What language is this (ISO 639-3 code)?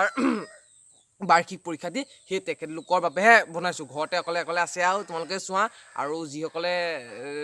asm